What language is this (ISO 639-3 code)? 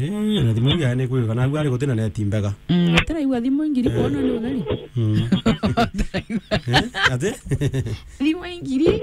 mer